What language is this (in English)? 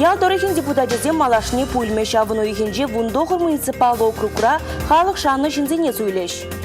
Chuvash